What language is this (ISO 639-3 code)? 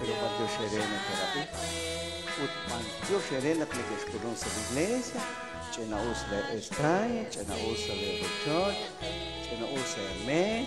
kek